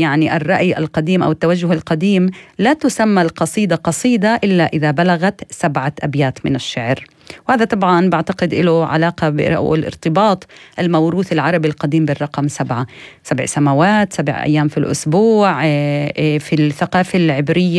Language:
North Levantine Arabic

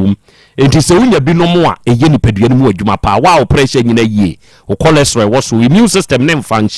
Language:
Akan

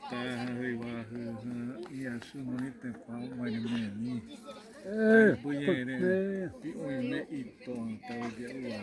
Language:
Xavánte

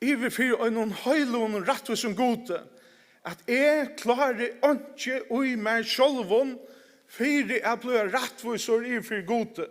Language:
Faroese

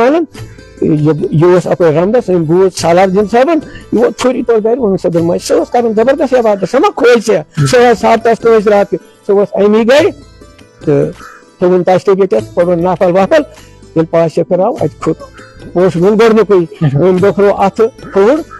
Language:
Kashmiri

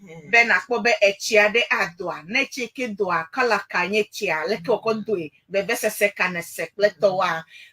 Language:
Ewe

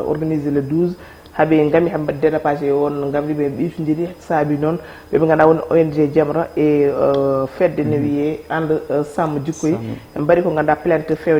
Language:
Fula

